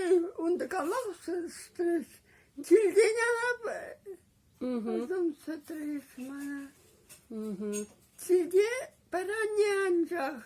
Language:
Chuvash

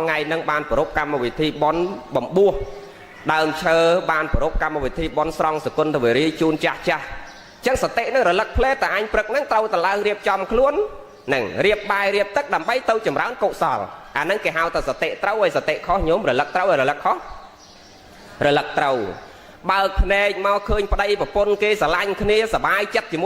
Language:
Khmer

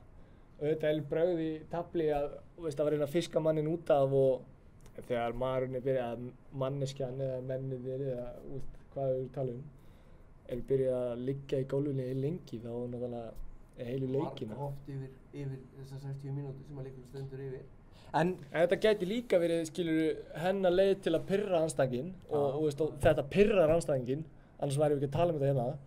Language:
Icelandic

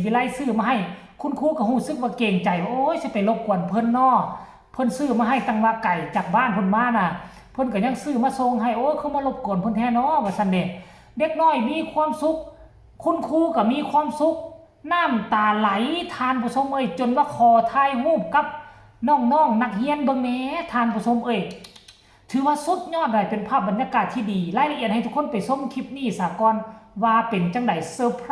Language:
Lao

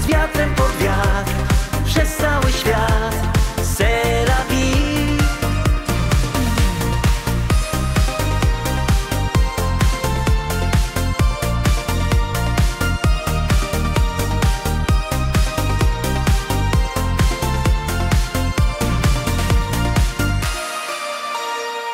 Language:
Polish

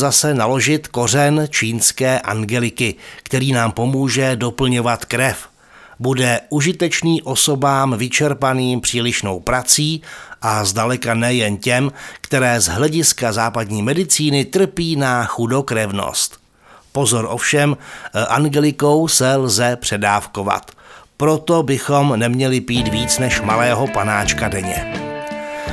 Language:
Czech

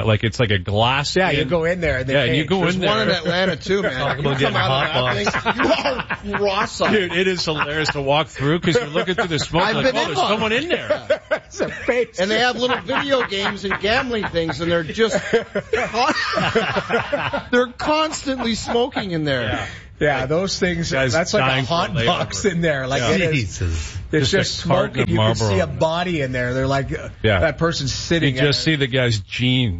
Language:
English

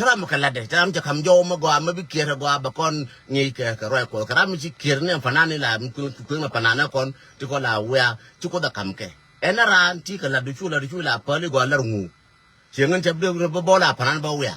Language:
Nuer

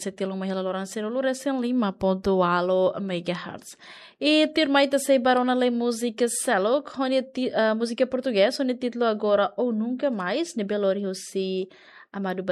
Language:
Tetum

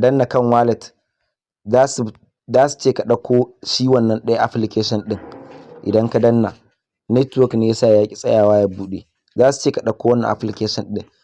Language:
Hausa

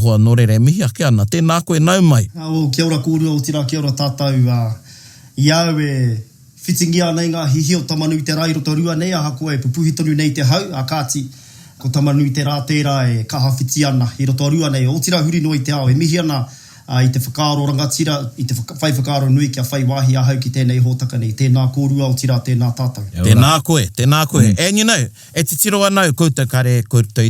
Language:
Māori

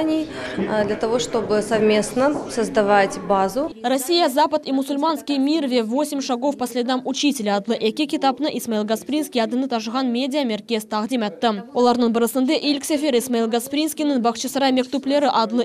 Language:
Crimean Tatar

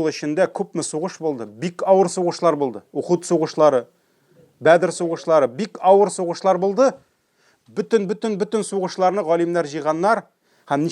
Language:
Tatar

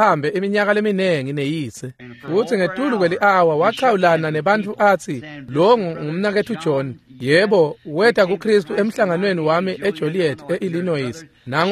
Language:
Swati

